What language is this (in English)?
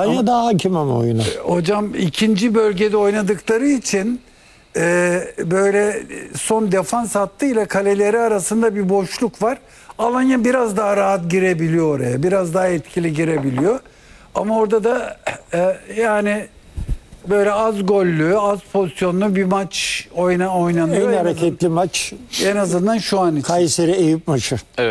Turkish